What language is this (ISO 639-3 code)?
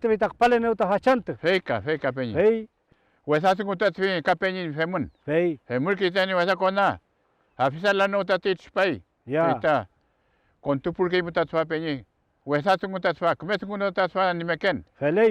arn